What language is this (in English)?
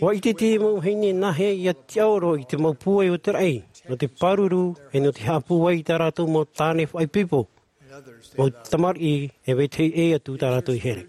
Tahitian